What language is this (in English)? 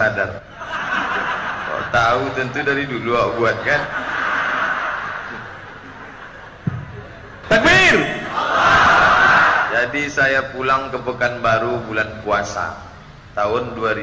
Indonesian